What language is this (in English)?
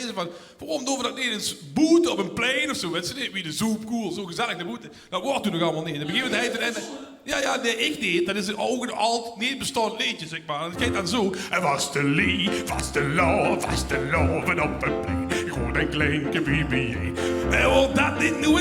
Limburgish